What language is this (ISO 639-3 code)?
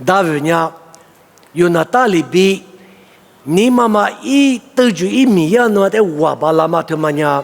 lis